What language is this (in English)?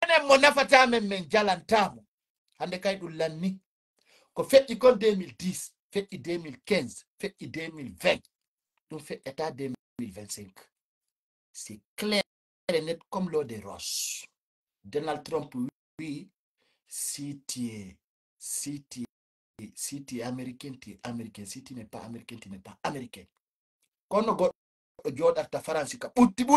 Fula